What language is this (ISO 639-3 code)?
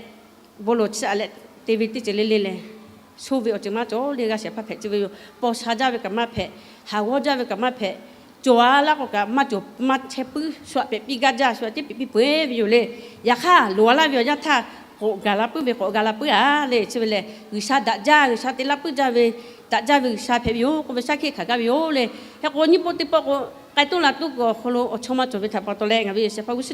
lhu